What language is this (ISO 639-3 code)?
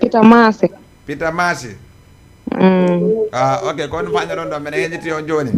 ful